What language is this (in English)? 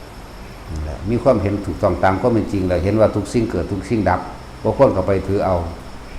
Northeastern Thai